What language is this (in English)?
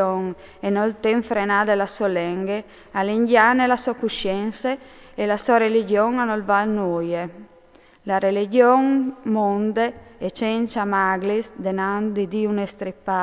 Friulian